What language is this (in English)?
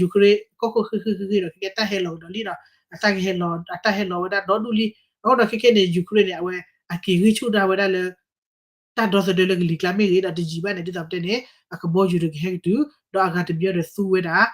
S'gaw Karen